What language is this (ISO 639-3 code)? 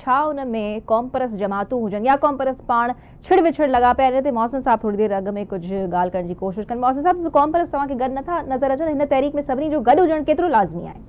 snd